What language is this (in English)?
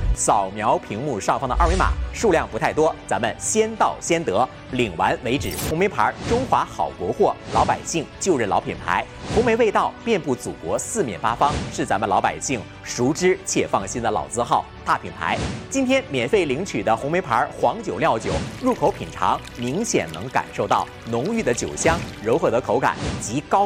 Chinese